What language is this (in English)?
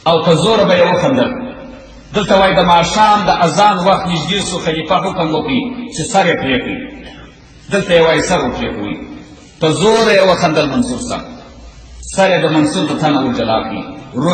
Pashto